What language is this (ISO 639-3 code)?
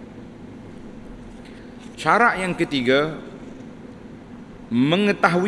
msa